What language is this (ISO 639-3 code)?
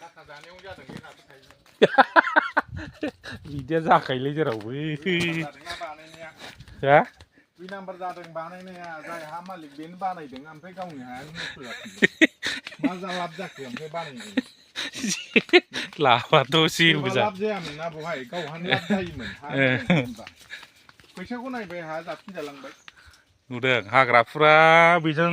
brx